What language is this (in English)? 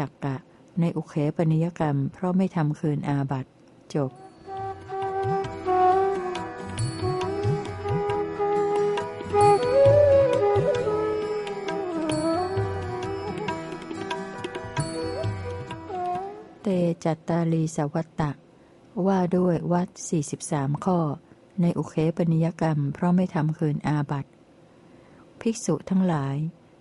Thai